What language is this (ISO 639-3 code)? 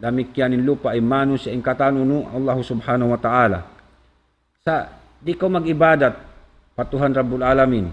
tsg